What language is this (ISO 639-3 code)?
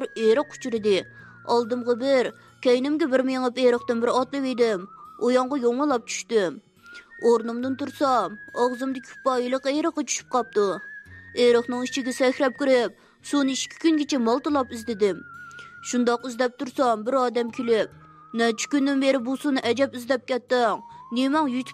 uig